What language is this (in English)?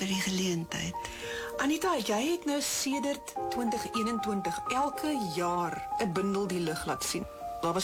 Afrikaans